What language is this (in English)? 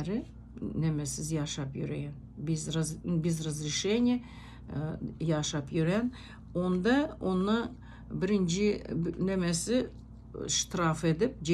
Turkmen